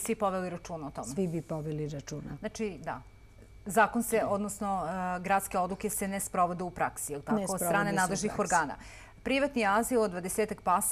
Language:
Serbian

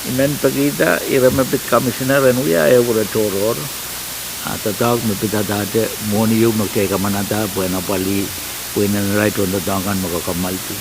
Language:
Pohnpeian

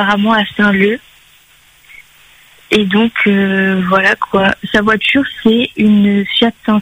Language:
French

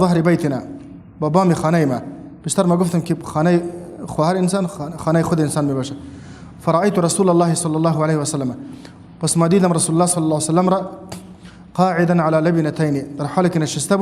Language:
Persian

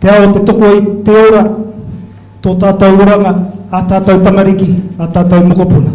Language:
Māori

